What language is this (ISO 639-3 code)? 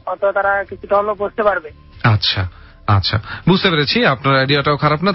ben